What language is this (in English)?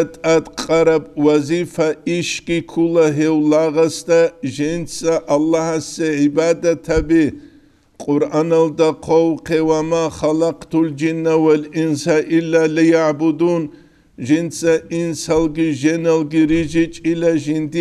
Avaric